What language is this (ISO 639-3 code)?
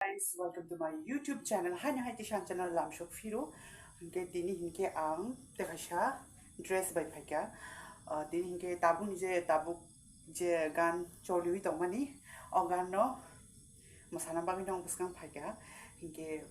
trp